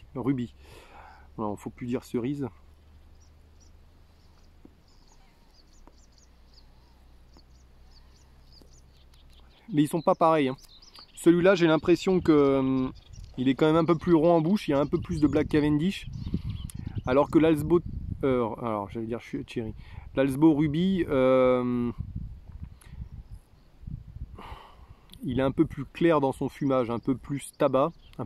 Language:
French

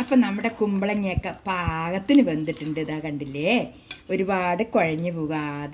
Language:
Malayalam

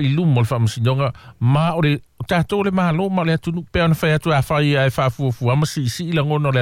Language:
Samoan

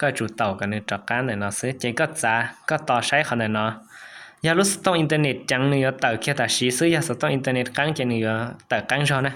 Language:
Hmong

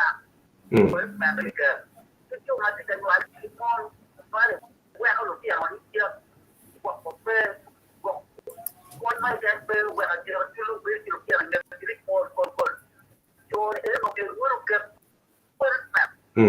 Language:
Acoli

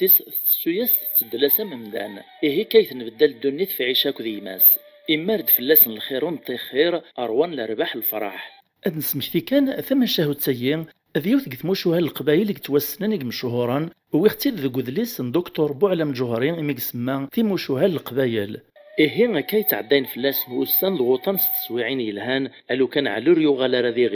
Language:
Kabyle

